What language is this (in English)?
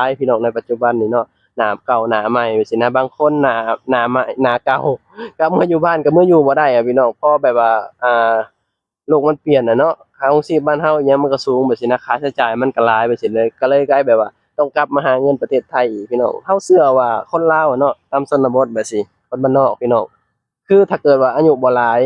Lao